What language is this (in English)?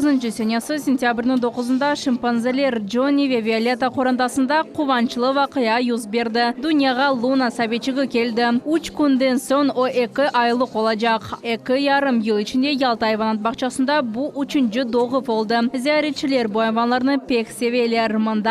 Crimean Tatar